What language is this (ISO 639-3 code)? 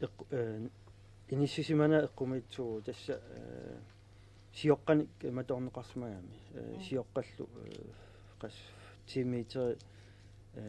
kal